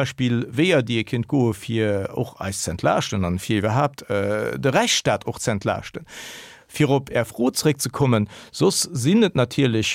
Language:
Luxembourgish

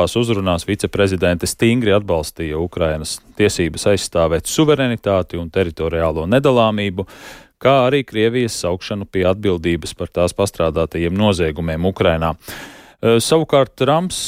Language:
Latvian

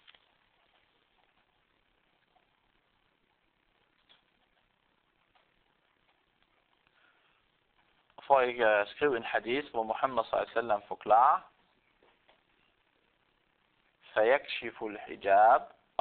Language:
Danish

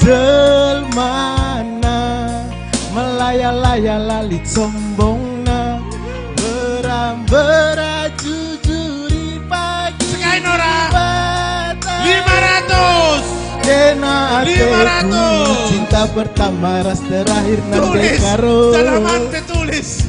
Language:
Batak Karo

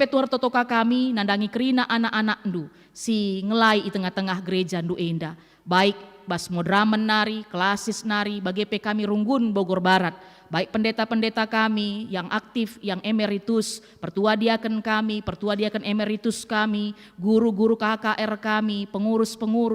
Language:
Batak Karo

